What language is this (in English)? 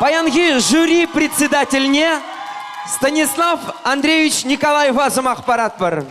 Chuvash